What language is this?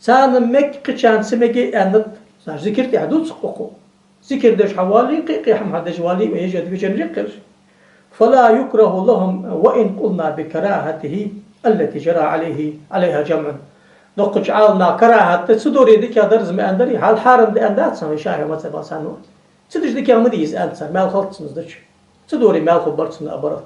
Ingush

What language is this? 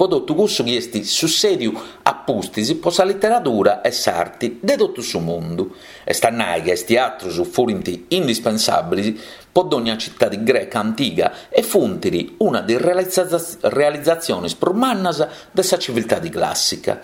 Sardinian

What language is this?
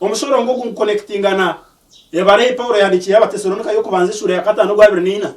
Nyankole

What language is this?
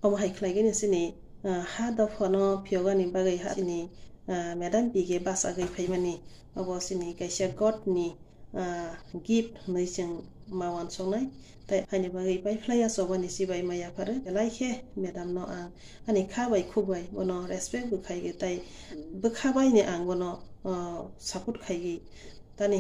Kok Borok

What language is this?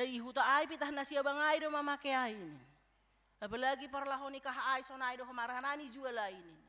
Batak Simalungun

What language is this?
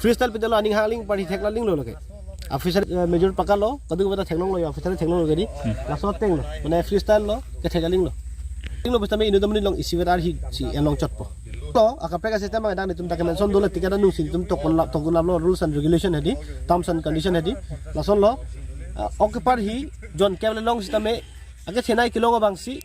Karbi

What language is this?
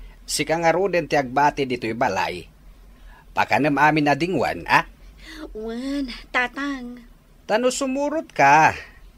Iloko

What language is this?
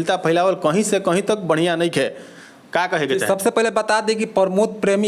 Bhojpuri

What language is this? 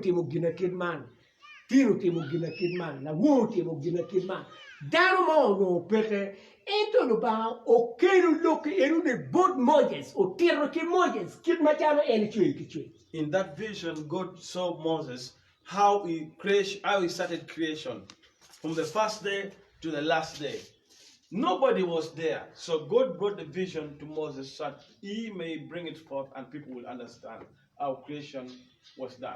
Acoli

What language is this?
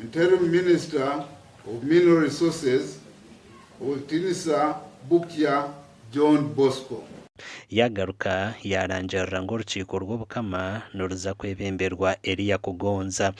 Nyankole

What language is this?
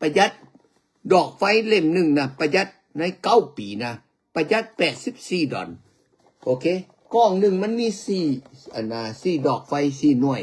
Lao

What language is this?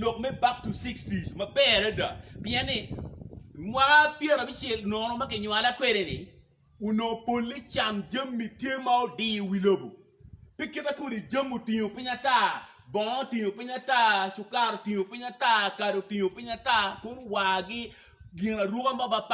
Acoli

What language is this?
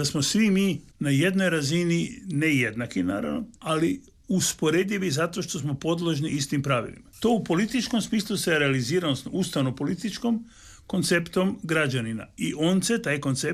Croatian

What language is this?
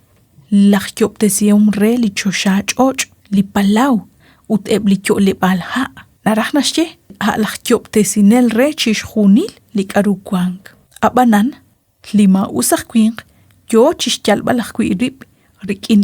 Kekchí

